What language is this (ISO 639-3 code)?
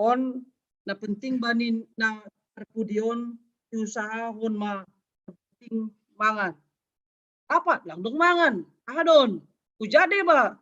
bts